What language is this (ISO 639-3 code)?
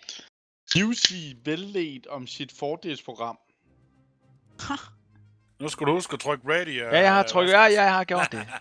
dan